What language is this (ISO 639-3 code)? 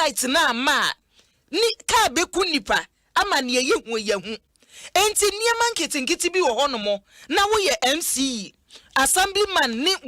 aka